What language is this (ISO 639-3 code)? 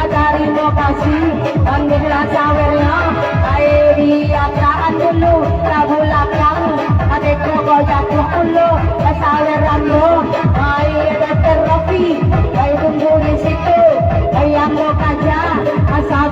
min